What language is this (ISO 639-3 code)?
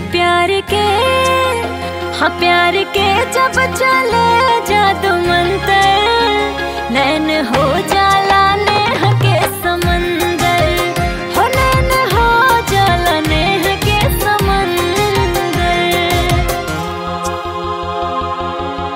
bho